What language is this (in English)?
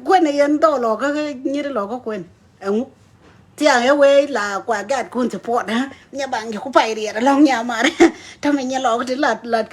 Nuer